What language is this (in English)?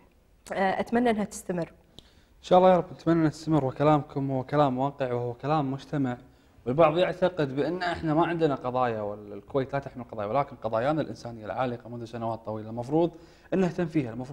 Gulf Arabic